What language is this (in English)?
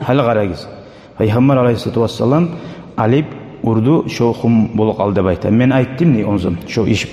Kumyk